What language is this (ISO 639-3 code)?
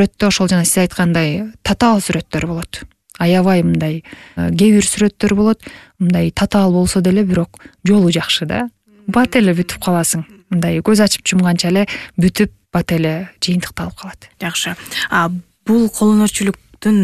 kir